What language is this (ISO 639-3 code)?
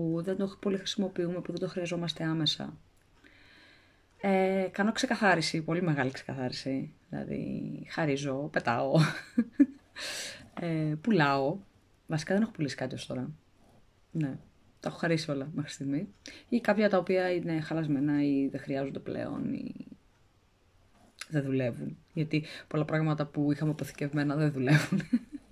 ell